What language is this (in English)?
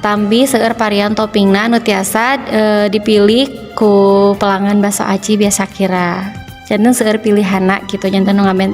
Sundanese